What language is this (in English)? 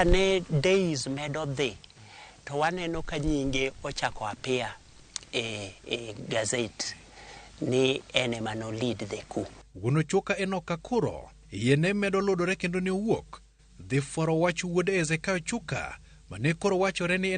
Luo (Kenya and Tanzania)